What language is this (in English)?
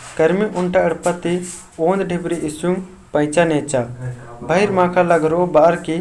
Kurukh